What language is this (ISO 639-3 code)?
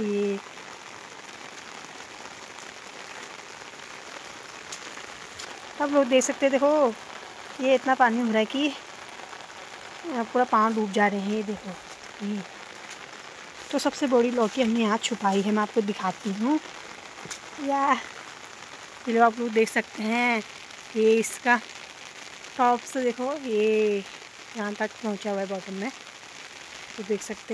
hin